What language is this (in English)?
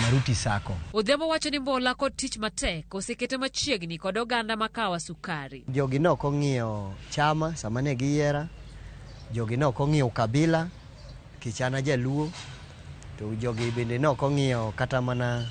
Luo (Kenya and Tanzania)